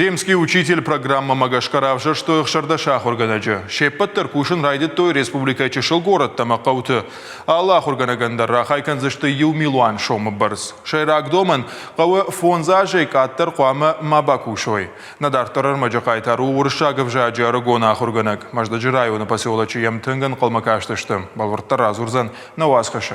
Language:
Ossetic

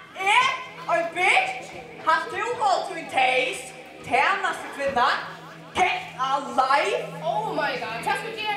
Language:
Faroese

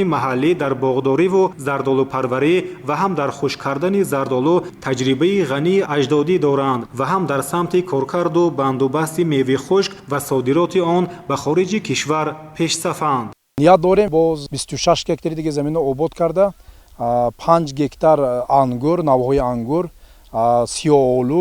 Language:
Tajik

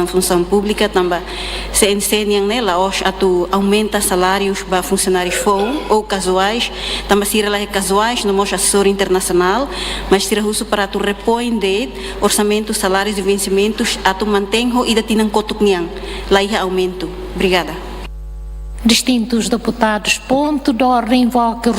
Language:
Tetum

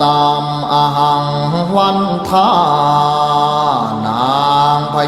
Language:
Pali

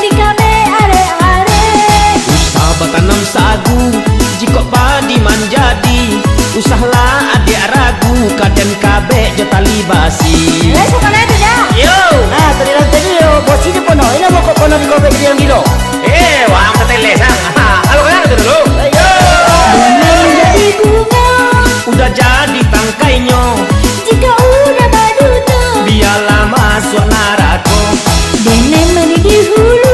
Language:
Minangkabau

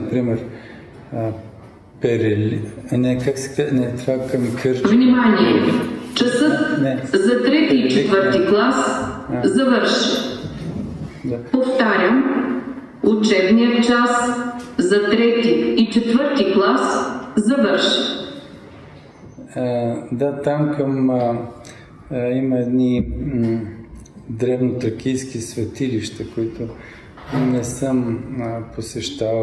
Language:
Bulgarian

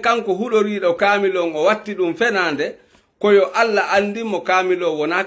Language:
Fula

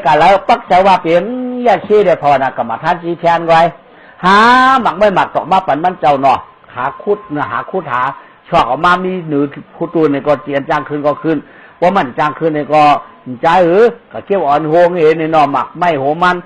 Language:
Shan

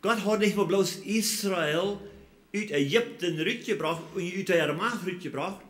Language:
Plautdietsch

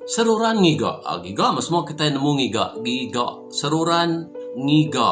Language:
Iban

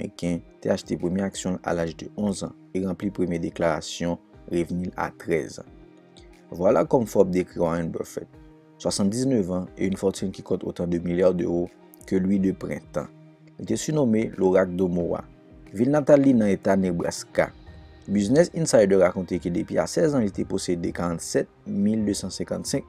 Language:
Haitian Creole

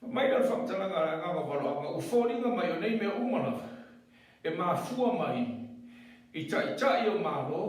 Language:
Samoan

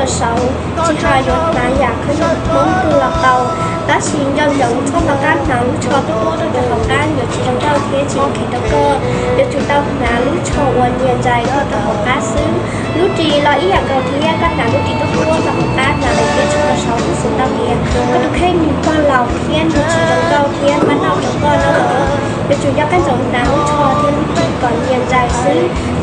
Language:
Hmong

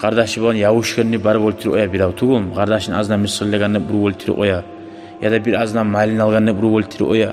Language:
Kumyk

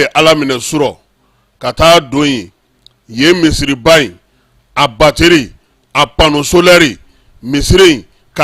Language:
Bambara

